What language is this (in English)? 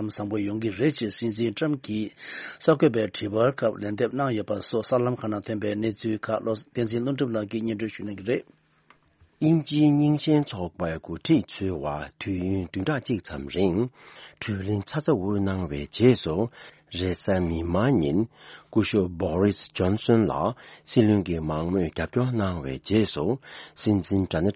Tibetan